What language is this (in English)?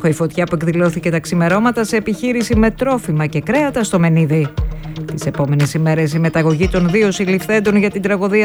Greek